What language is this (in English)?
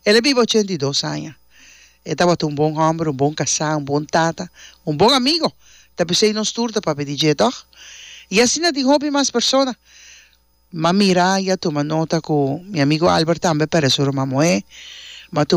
Papiamento